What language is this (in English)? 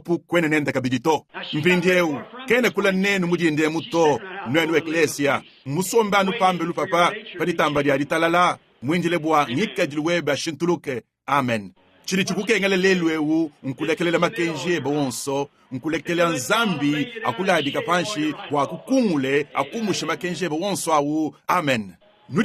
Luba-Lulua